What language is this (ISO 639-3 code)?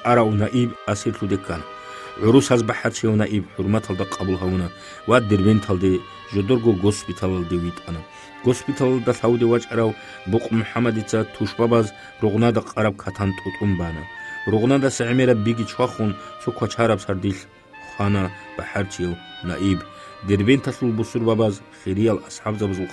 ava